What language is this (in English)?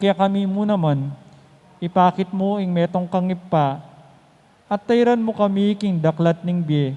Pampanga